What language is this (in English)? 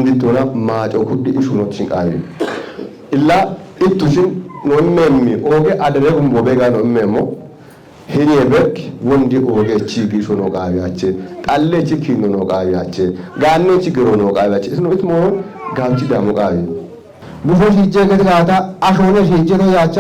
Kafa